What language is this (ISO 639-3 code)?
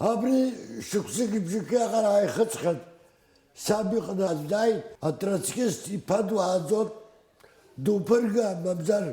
abk